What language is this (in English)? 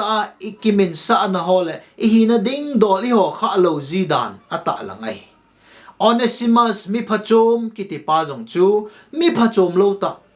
Thado Chin